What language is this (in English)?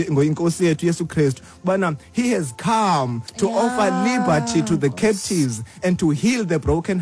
Xhosa